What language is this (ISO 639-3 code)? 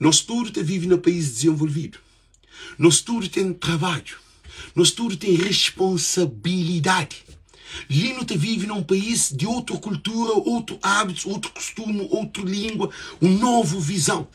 kea